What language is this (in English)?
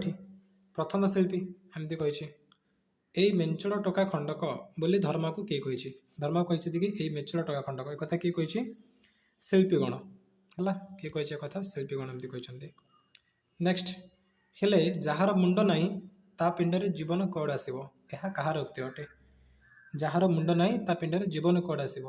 Odia